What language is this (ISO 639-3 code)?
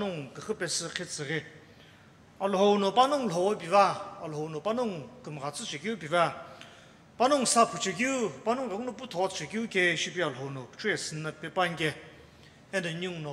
nsm